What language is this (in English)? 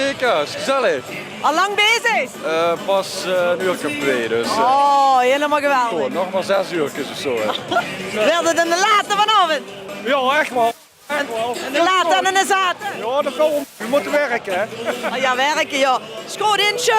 Limburgish